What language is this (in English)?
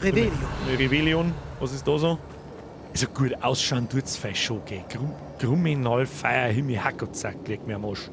Bavarian